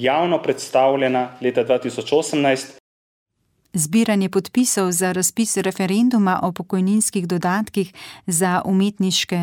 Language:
Slovenian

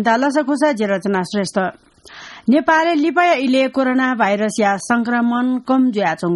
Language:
Newari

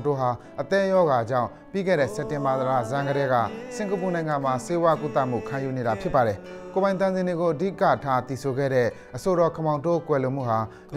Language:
Burmese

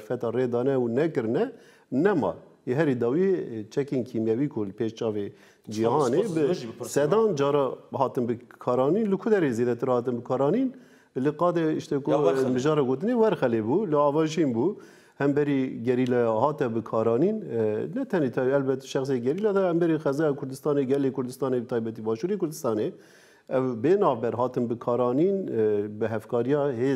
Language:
Kurdish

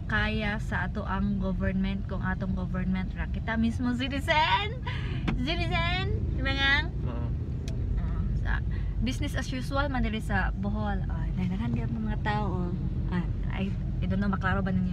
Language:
Cebuano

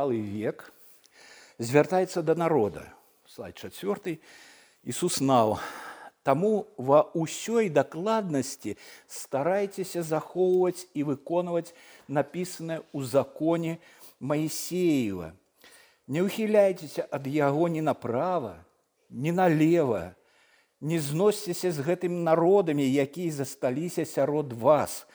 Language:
Belarusian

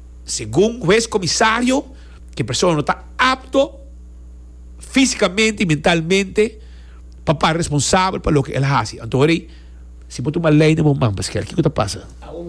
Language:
Papiamento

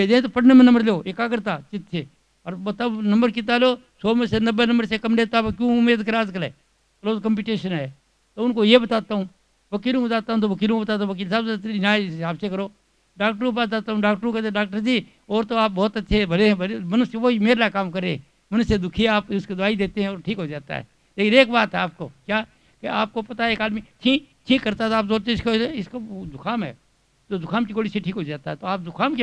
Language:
Hindi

